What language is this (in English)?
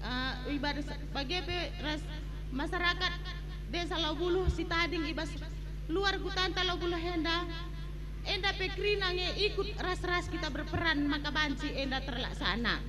Batak Karo